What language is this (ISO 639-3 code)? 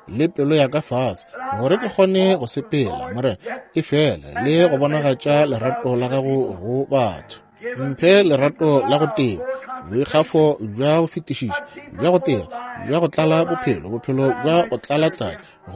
nso